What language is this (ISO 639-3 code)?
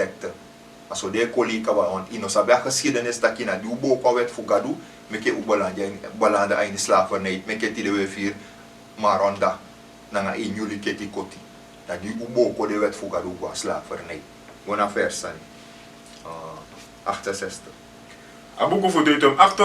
srn